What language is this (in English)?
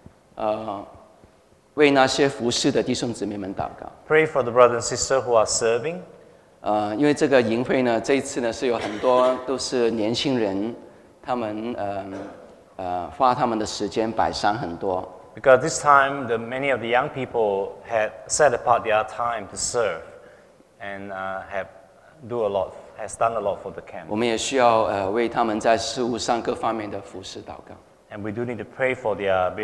Chinese